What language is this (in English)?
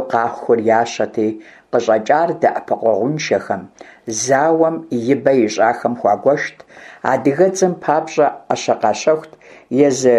Kabardian